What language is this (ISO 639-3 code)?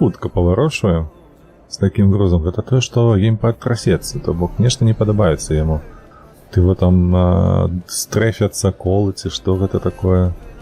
bel